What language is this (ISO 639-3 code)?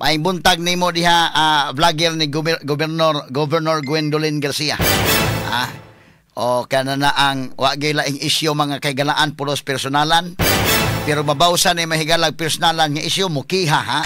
ceb